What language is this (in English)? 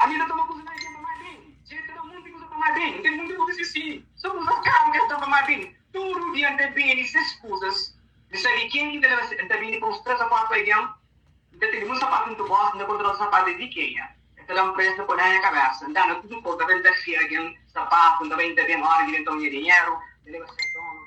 Kabuverdianu